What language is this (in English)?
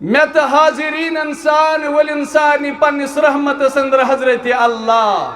Kashmiri